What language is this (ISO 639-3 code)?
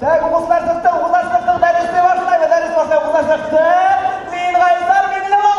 bak